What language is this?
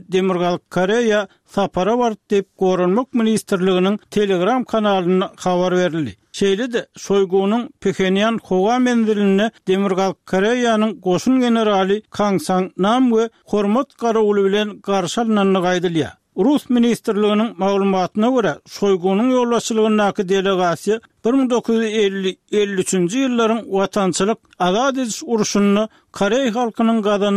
Turkmen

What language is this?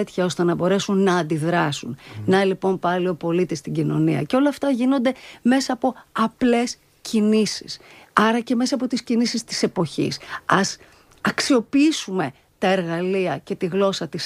Greek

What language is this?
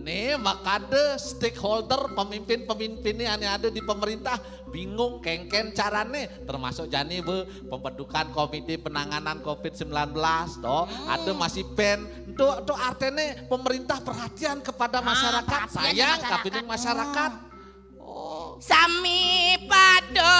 Balinese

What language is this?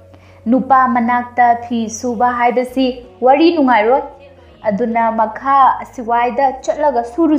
Manipuri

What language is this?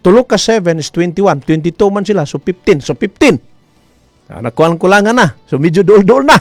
Cebuano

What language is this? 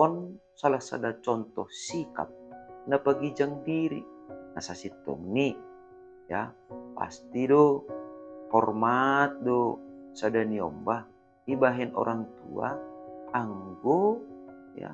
Batak Simalungun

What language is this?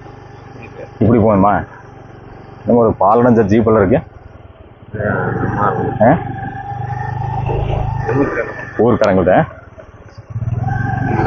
Tamil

